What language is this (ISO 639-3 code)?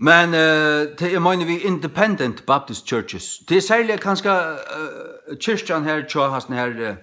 fao